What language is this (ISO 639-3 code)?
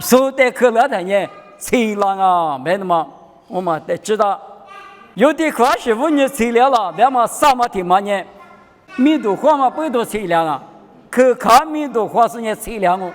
lis